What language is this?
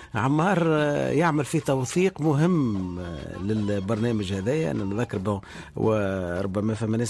Tunisian Arabic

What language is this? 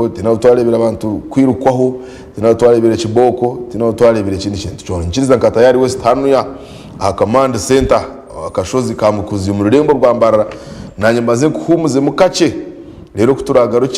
Nyankole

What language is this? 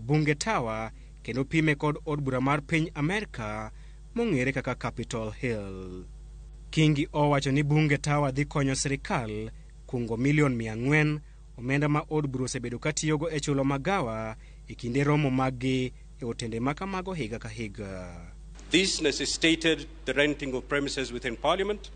Luo (Kenya and Tanzania)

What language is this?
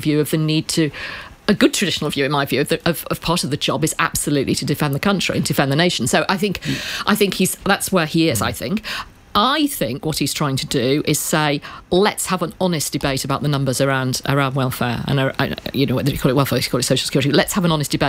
English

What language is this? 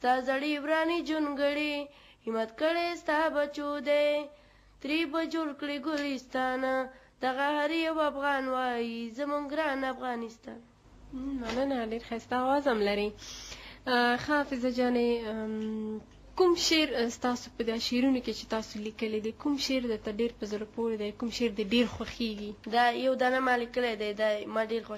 Pashto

